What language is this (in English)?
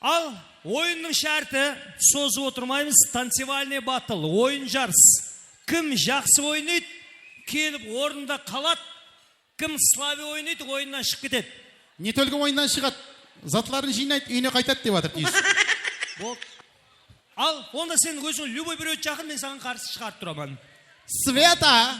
Kara-Kalpak